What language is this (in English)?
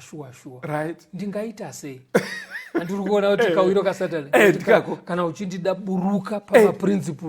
Shona